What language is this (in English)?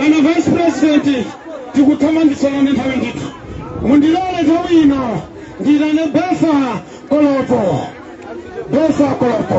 Nyanja